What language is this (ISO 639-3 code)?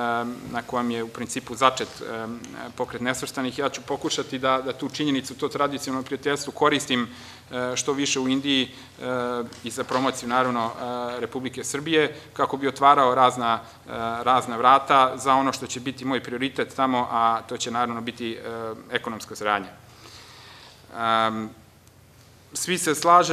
srp